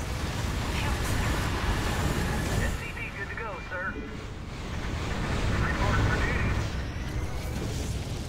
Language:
English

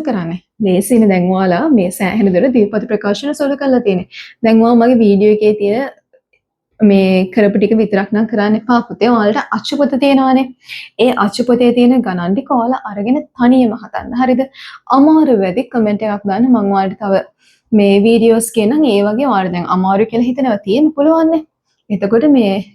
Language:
Sinhala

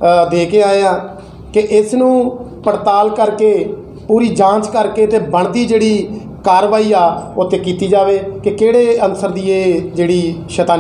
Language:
Punjabi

